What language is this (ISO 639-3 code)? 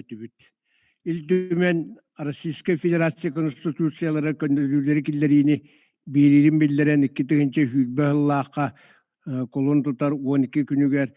sah